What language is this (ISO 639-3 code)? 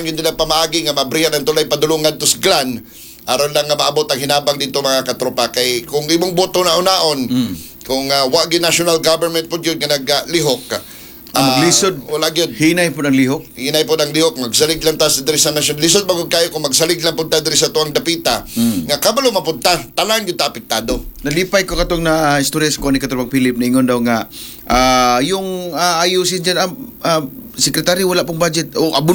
ceb